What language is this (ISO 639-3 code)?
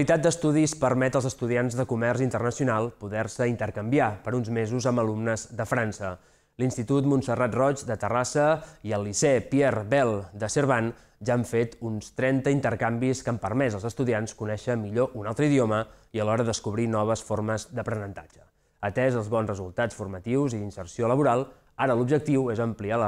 cat